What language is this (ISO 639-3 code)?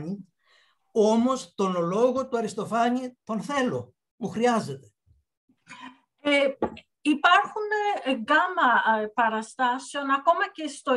ell